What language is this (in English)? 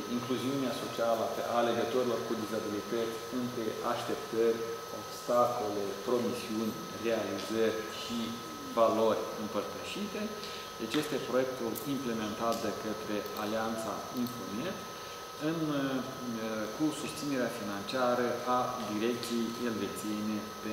Romanian